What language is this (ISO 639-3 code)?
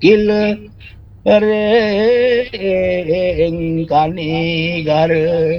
ban